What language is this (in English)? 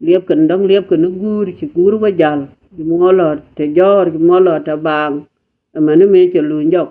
Nuer